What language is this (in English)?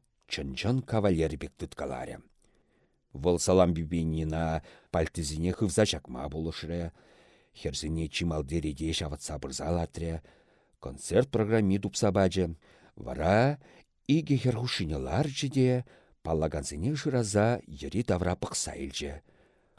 Chuvash